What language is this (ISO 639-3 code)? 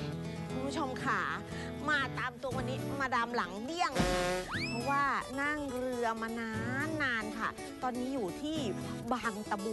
tha